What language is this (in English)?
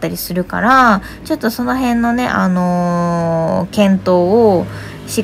Japanese